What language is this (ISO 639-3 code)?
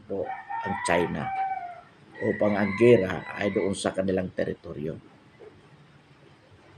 fil